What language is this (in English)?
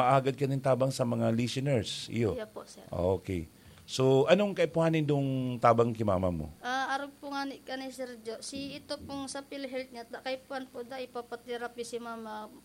Bikol